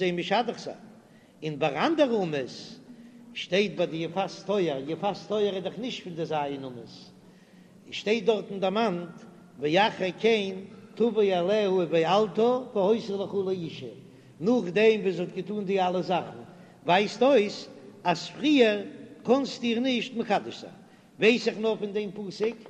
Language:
Yiddish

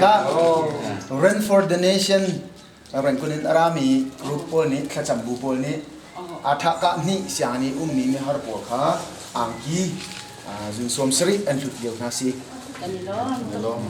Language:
Hakha Chin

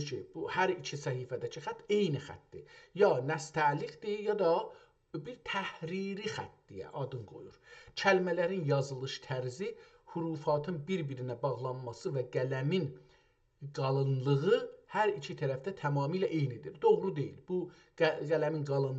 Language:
South Azerbaijani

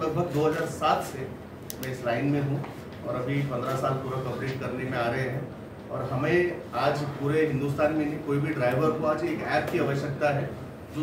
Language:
Hindi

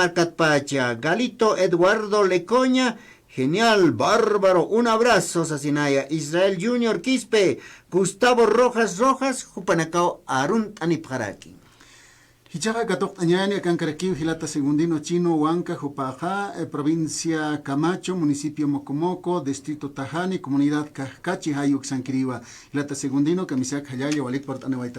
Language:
Aymara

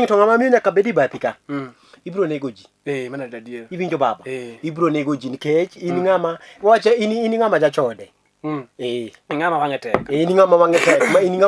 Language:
Luo (Kenya and Tanzania)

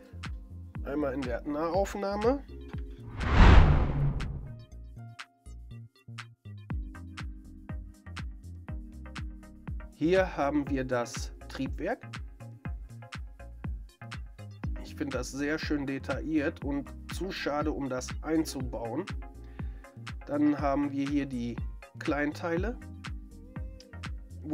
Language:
German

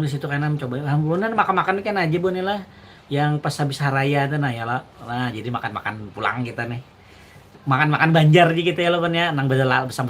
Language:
Banjar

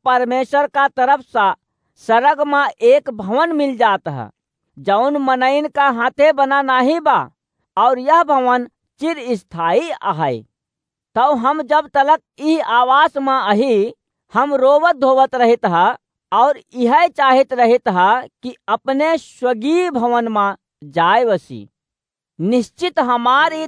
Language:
Awadhi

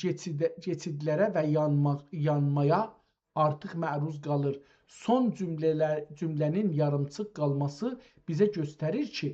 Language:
South Azerbaijani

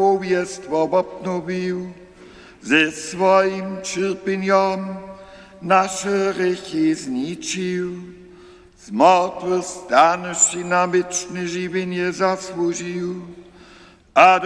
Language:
Upper Sorbian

